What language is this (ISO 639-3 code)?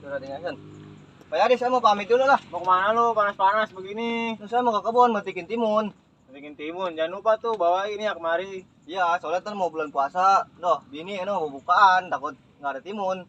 bew